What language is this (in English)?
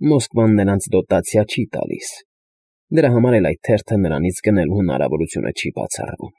Armenian